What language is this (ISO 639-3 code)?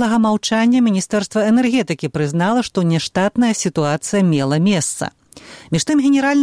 bel